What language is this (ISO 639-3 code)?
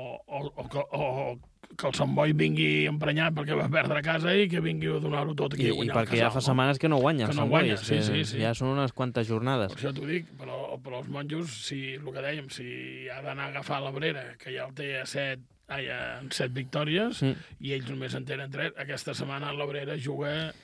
cat